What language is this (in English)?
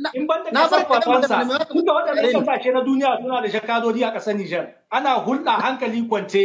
Hausa